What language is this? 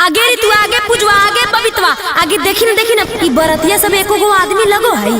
Magahi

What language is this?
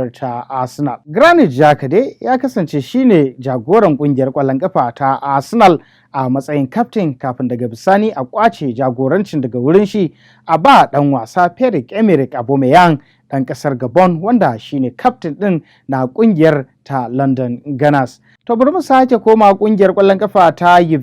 Hausa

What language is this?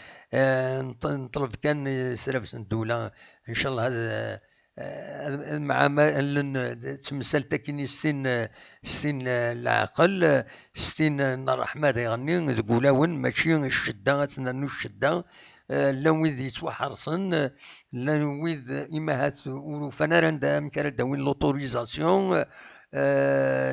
Kabyle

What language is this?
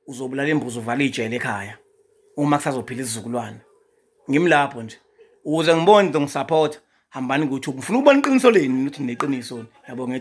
Zulu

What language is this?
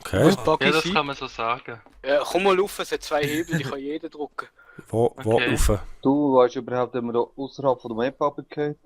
Swiss German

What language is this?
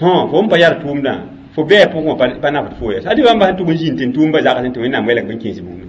Mossi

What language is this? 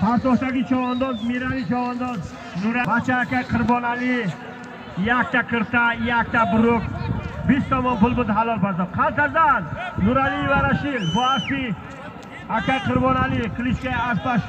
Tajik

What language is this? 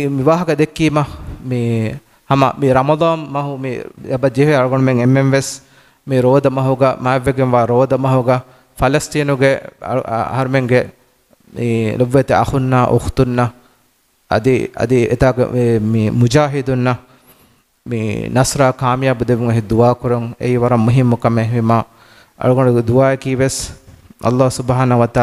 Divehi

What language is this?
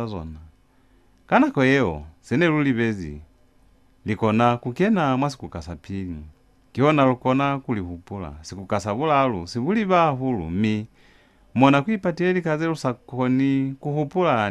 Lozi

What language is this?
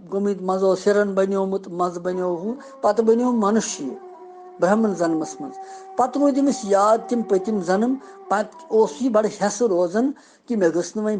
Kashmiri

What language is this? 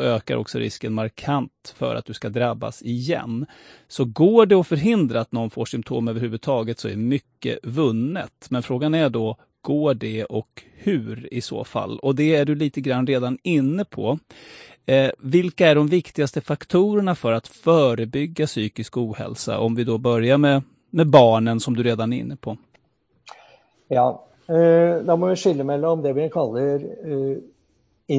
Norwegian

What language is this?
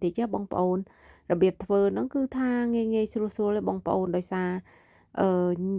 Khmer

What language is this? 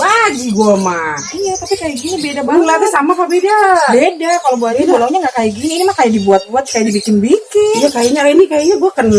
Betawi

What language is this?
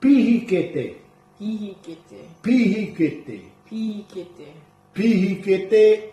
Māori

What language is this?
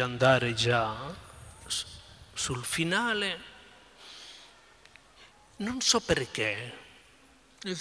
Italian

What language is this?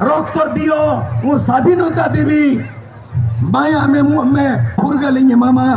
Santali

